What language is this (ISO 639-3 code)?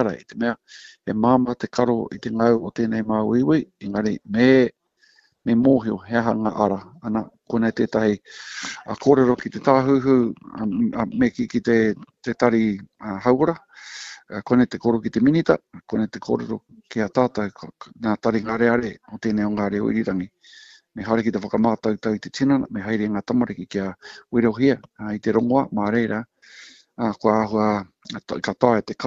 mri